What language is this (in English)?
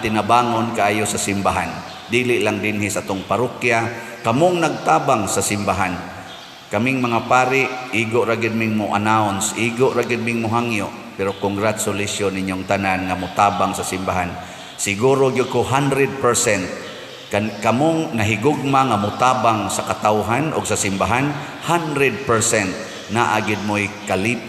Cebuano